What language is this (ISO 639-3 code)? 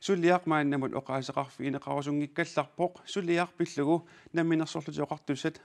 kal